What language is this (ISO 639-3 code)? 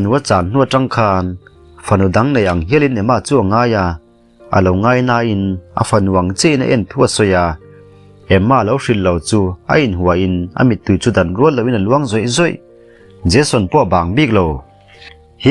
lus